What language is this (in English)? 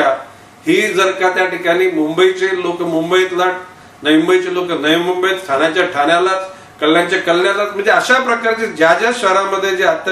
Marathi